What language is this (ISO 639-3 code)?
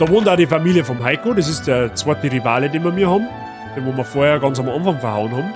bar